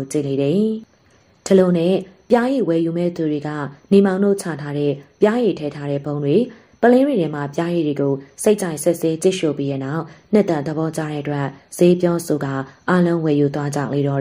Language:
Burmese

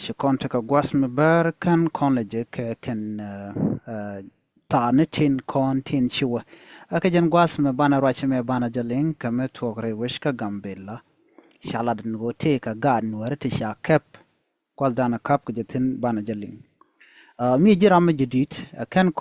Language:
Nuer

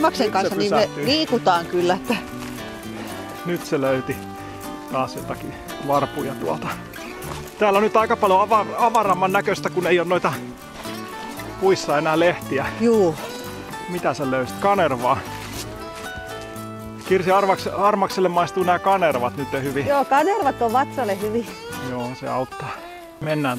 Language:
Finnish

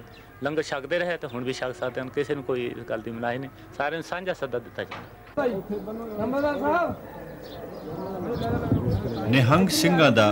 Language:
Punjabi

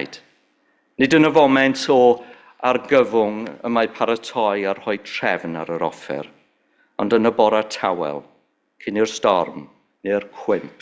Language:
Welsh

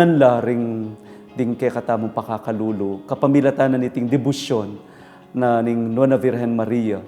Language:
Pampanga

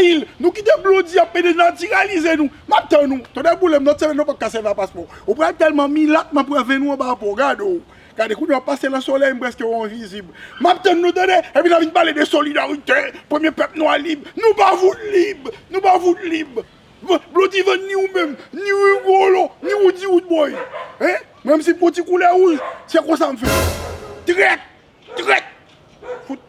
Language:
Haitian Creole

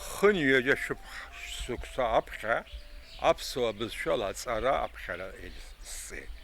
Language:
Abkhazian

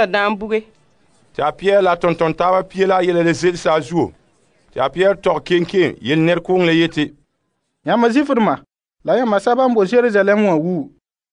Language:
Frafra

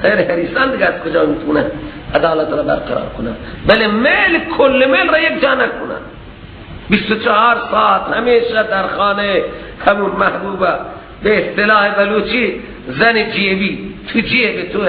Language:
Persian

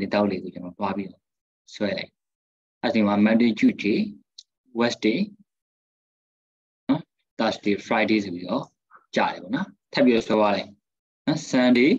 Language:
Burmese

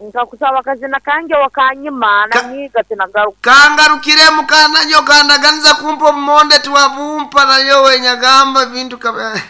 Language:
Nyankole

